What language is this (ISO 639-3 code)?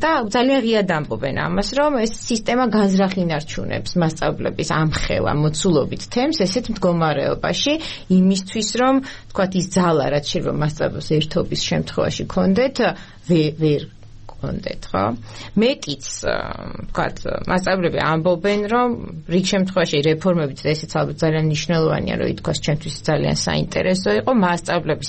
kat